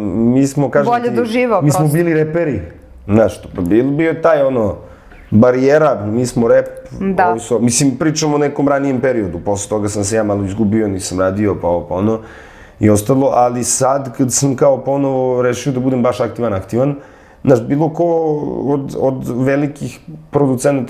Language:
Serbian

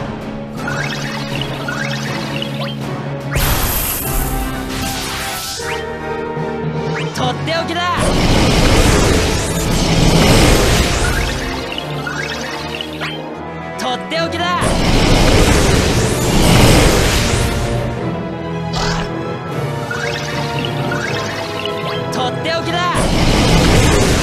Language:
Japanese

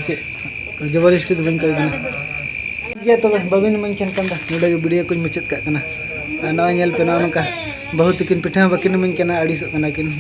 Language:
Santali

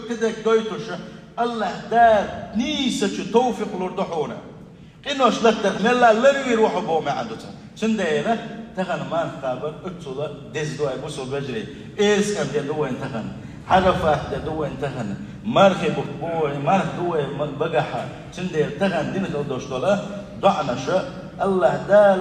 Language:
Chechen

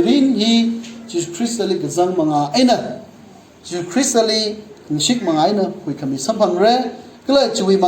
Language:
Tangkhul Naga (India)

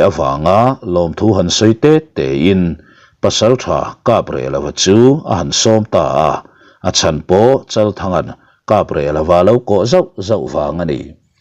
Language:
Mizo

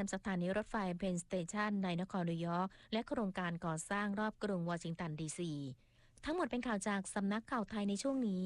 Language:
Thai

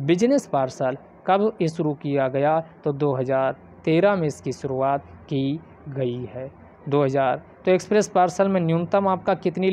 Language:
Hindi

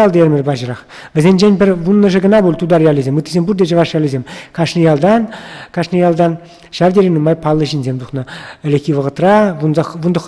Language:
Chuvash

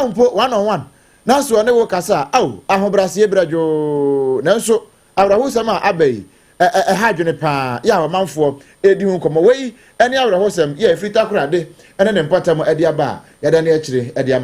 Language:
Akan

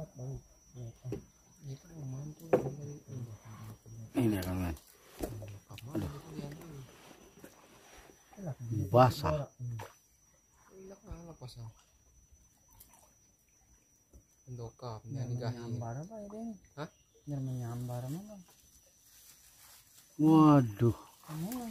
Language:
Indonesian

